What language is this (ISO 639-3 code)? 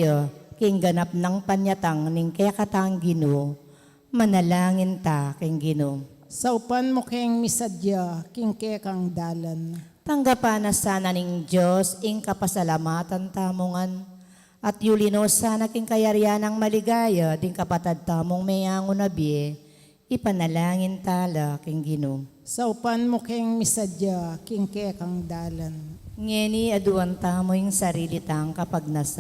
pam